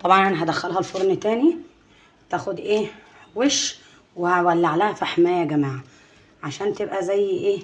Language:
Egyptian Arabic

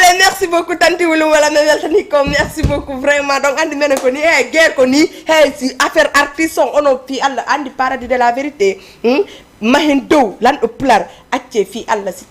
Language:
Fula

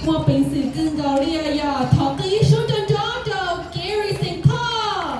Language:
Hmong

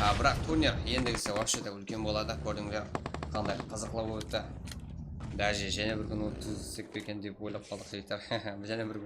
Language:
Kara-Kalpak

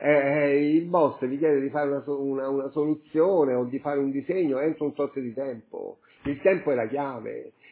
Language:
Italian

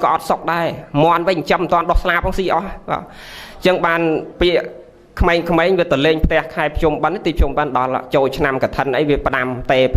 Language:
Khmer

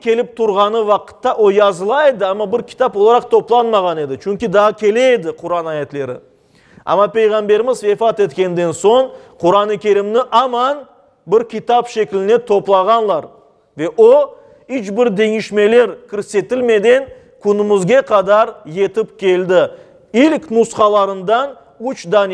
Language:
Crimean Tatar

